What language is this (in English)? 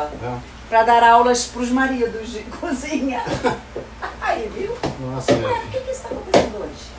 Portuguese